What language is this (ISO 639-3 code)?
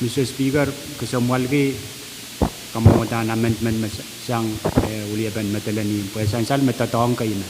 pon